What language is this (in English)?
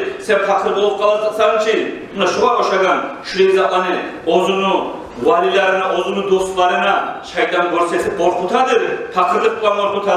Kumyk